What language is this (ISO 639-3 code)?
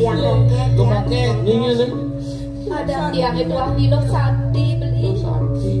ban